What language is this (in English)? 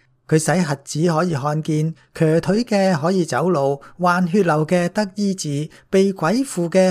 Cantonese